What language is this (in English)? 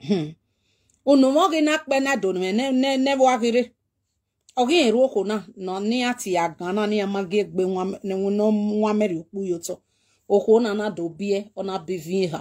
Nigerian Pidgin